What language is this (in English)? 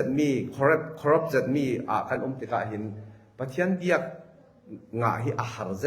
Falam Chin